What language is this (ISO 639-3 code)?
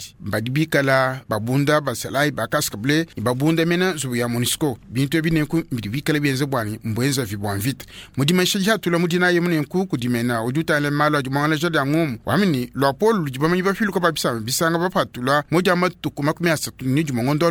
lua